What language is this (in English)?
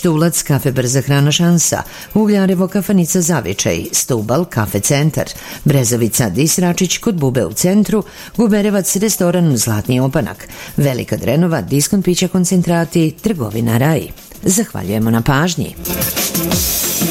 Serbian